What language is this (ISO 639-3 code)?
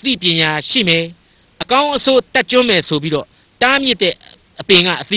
mya